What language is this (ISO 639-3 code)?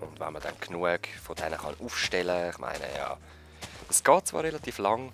gsw